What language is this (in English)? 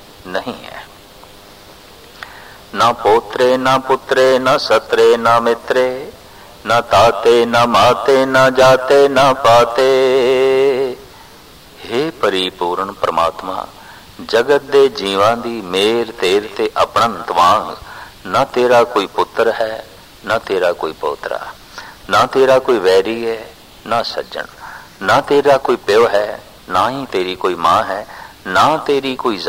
Punjabi